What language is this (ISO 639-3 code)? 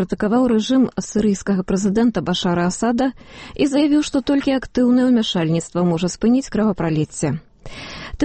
bel